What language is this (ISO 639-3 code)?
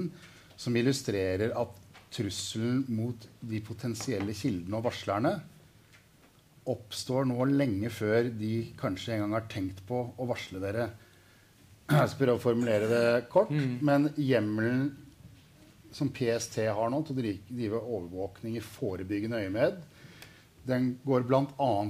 nor